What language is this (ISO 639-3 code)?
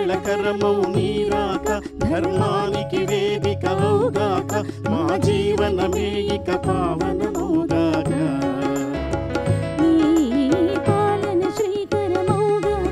tel